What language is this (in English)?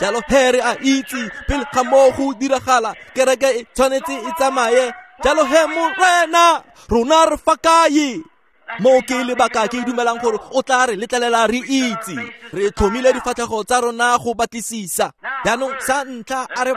Tswana